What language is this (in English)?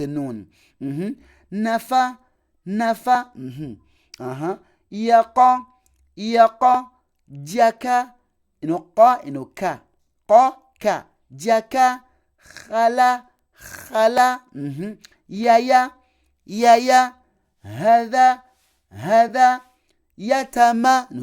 Ganda